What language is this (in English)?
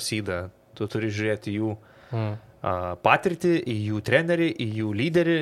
Lithuanian